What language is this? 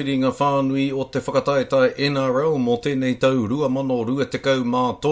Māori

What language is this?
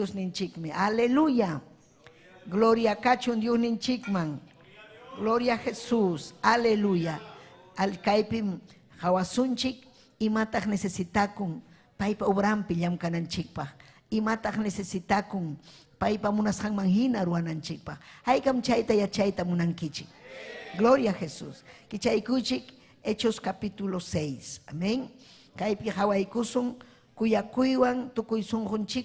Ayacucho Quechua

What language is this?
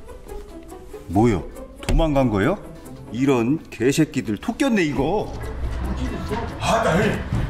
Korean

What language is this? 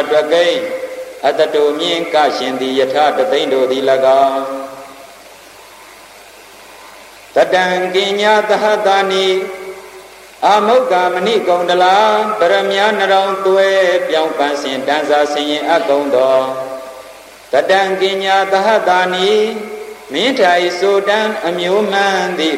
Burmese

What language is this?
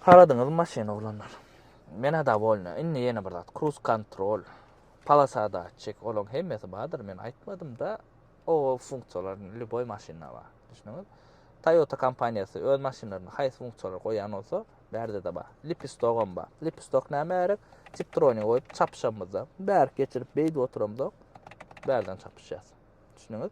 Turkmen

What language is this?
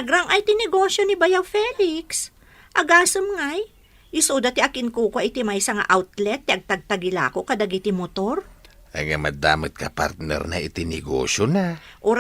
Iloko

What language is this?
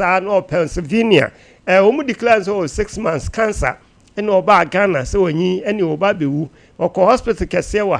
Akan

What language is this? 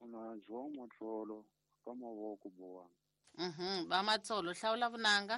Tsonga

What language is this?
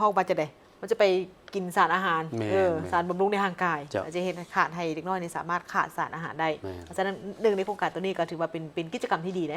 Lao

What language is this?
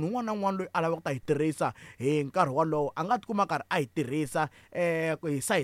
Tsonga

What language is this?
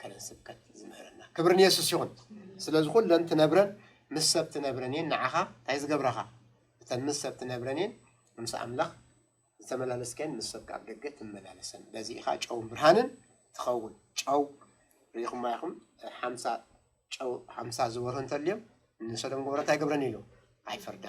Tigrinya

